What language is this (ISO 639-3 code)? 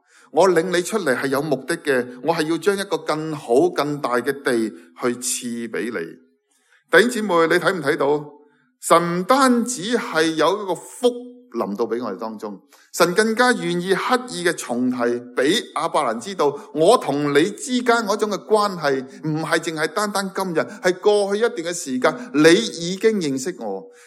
yue